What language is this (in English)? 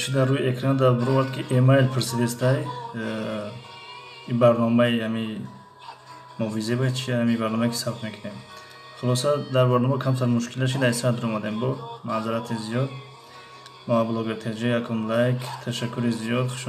Tajik